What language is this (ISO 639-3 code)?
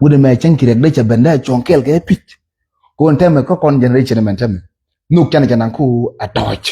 nus